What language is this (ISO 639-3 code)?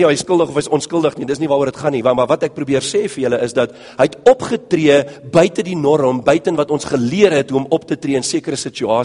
afr